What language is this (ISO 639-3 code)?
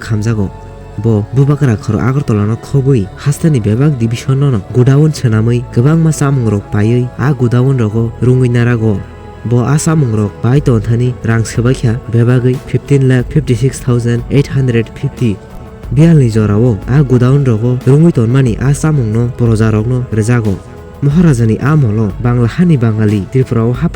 trp